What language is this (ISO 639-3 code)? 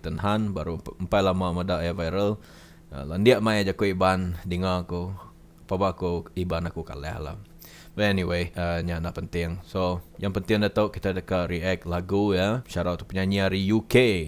iba